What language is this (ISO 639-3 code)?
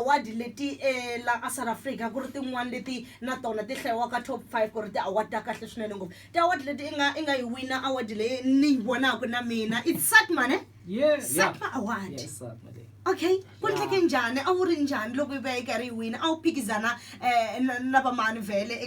tso